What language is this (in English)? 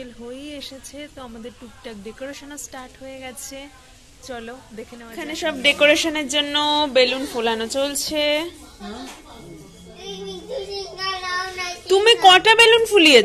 Bangla